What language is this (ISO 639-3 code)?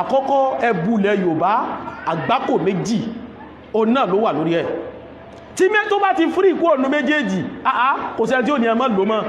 yor